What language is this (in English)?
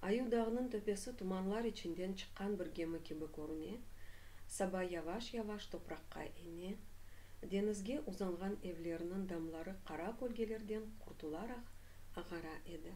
Crimean Tatar